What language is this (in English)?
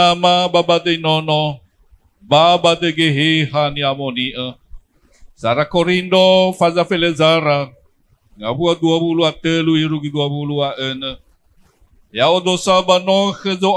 Nias